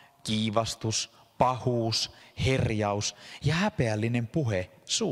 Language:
Finnish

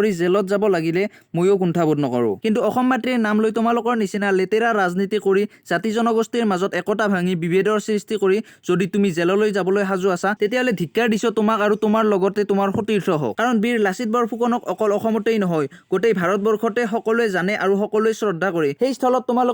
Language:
Assamese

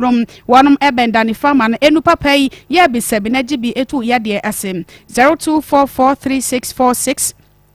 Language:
Akan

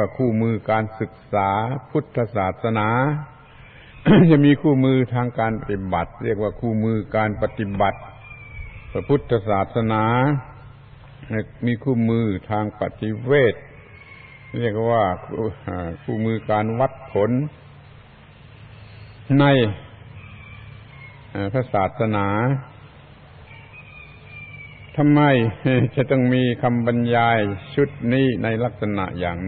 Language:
Thai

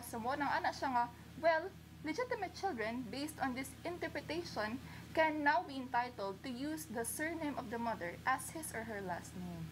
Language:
Cebuano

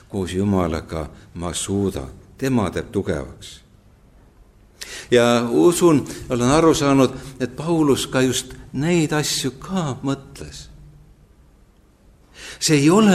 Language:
Estonian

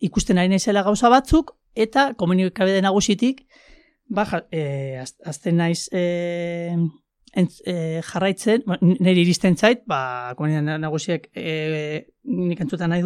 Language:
Basque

